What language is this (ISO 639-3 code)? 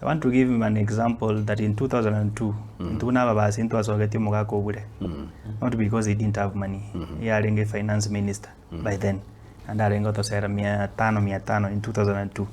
guz